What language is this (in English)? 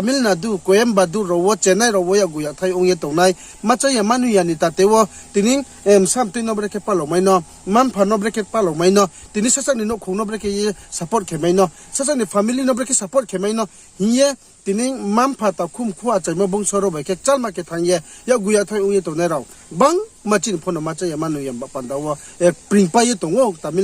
Riang (India)